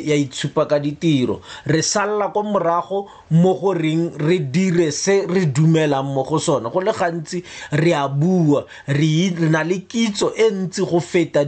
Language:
Tswana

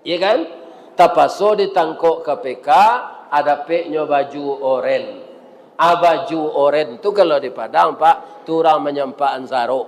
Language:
Minangkabau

